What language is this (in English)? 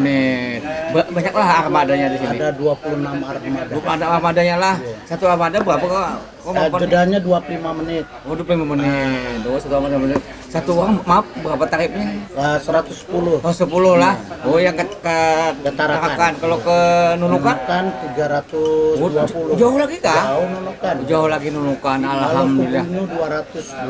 Banjar